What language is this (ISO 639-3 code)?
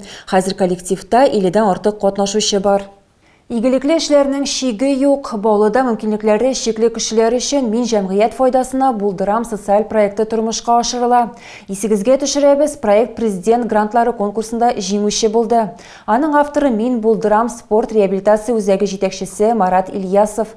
tat